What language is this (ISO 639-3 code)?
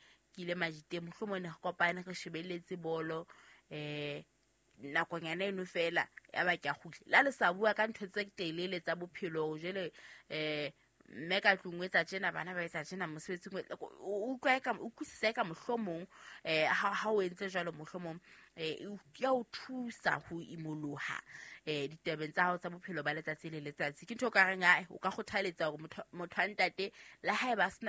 sot